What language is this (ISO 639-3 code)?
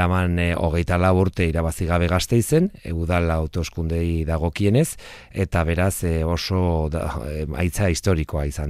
eus